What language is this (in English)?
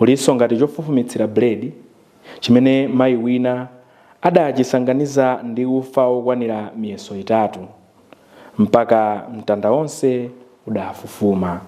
Nyanja